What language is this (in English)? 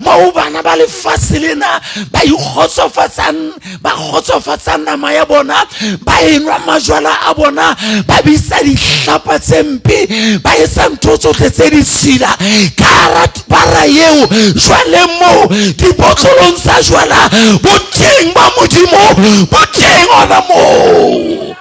Southern Sotho